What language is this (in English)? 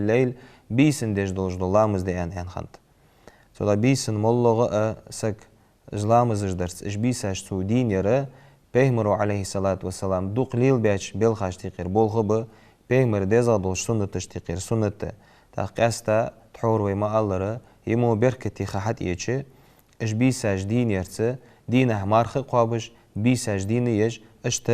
Ingush